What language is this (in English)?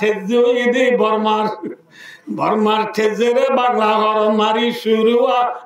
Rohingya